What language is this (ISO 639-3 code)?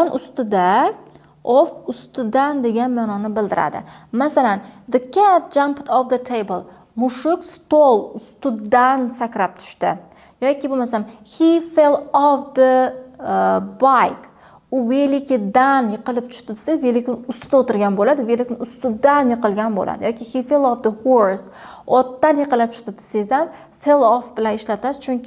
uzb